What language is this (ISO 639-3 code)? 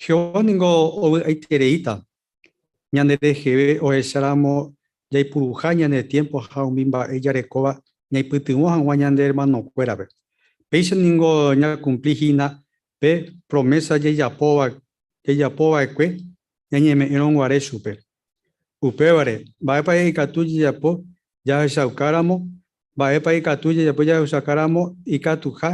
grn